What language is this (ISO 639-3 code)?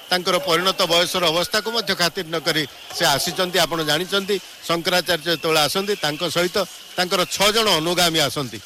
ori